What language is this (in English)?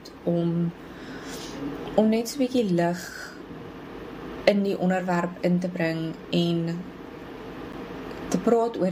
Afrikaans